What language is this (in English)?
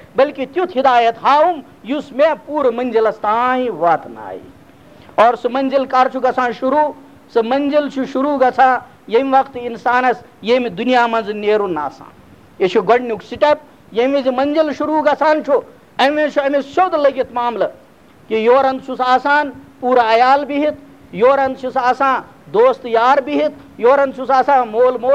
Kashmiri